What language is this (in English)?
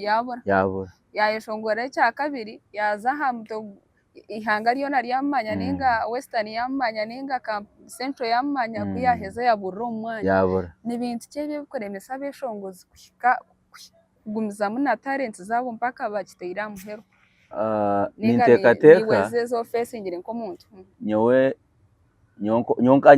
Nyankole